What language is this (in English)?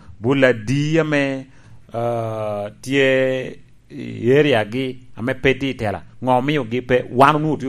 Lango (Uganda)